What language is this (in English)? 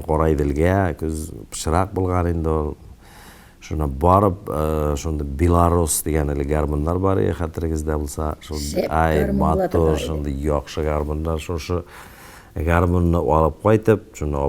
Tatar